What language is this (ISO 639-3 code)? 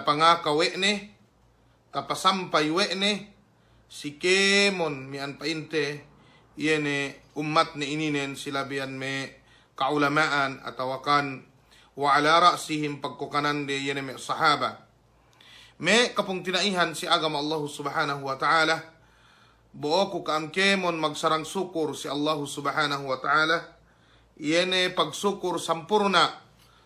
yka